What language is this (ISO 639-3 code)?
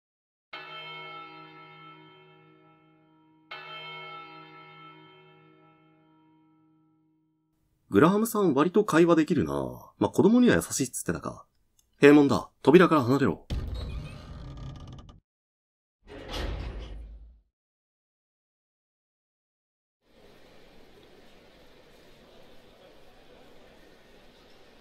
jpn